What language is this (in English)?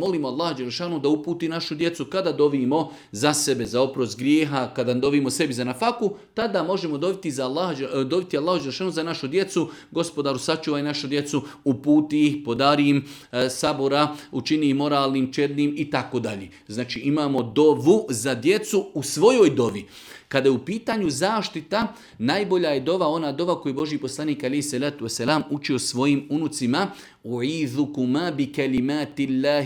Bosnian